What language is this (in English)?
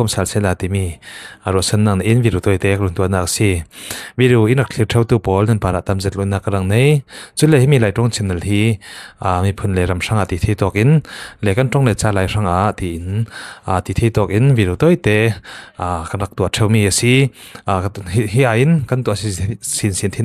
Falam Chin